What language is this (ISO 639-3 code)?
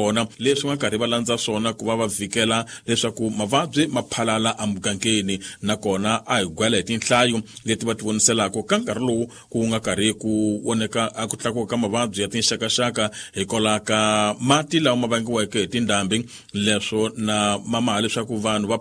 tso